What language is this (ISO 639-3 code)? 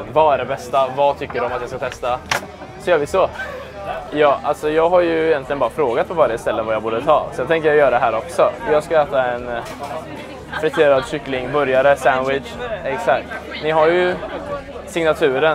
swe